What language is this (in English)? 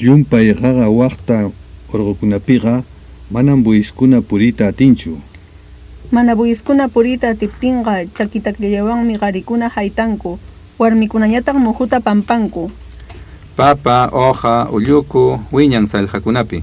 Ayacucho Quechua